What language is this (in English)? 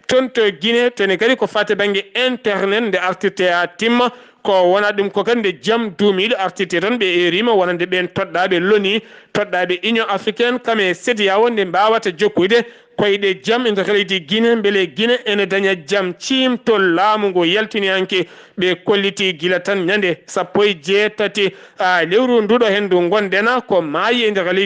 Fula